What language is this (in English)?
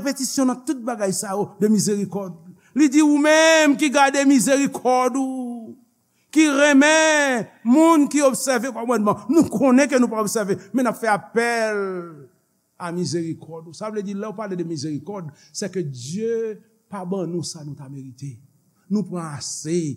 Haitian Creole